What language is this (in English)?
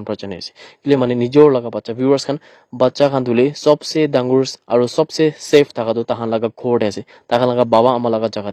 Naga Pidgin